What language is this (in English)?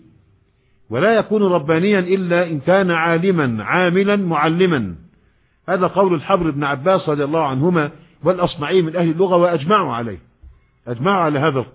Arabic